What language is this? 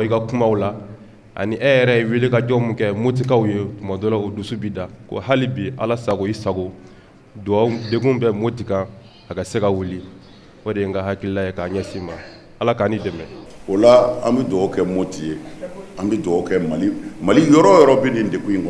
Bambara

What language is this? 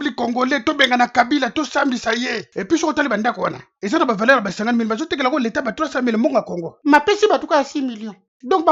Lingala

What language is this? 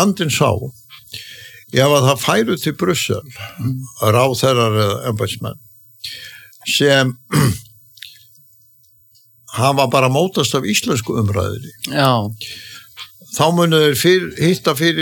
Icelandic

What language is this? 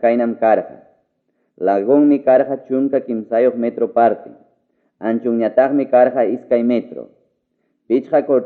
Ayacucho Quechua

